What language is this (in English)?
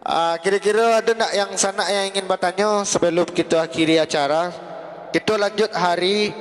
Minangkabau